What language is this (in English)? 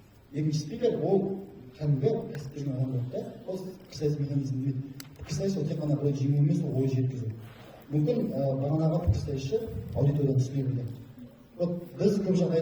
Kazakh